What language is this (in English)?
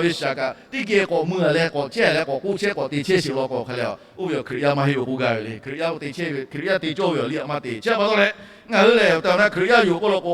Lahu